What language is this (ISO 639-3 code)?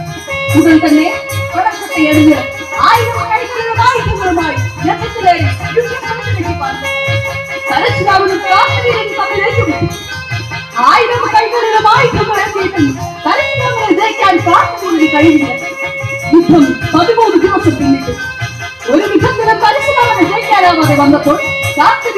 mal